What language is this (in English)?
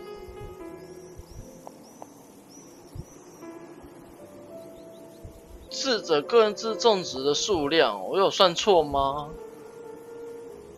Chinese